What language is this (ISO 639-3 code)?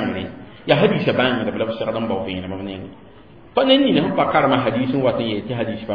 mos